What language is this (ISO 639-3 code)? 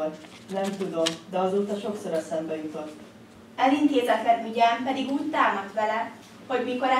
hun